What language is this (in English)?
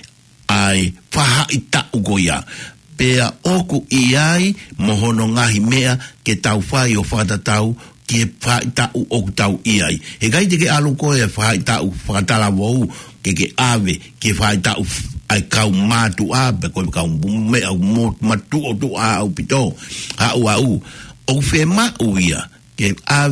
Tongan